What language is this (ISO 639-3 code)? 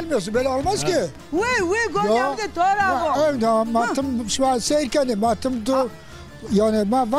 zza